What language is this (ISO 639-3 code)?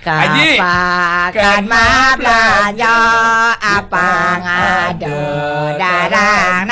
ban